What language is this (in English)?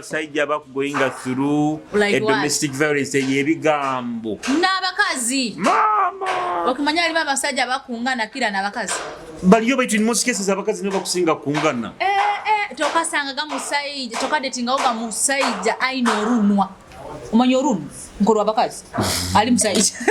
Nyoro